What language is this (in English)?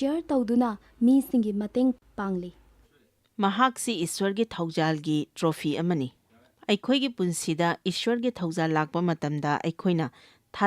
Manipuri